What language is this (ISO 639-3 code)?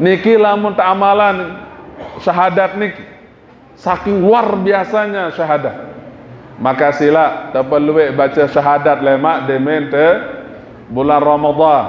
sas